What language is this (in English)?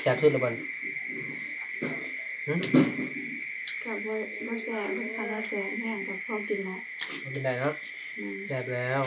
Northeastern Thai